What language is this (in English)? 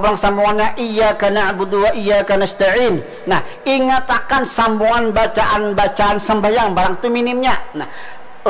Banjar